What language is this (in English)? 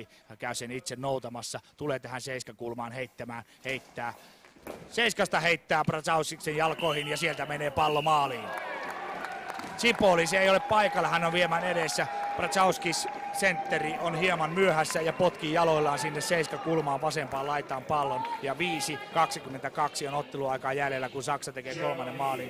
Finnish